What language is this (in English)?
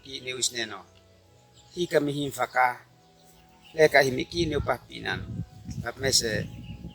Uab Meto